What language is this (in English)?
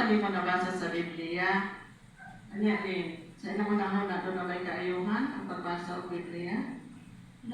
Cebuano